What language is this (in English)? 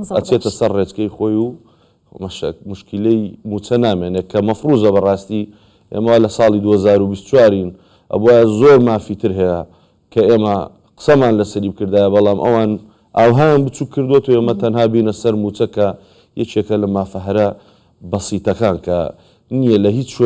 Central Kurdish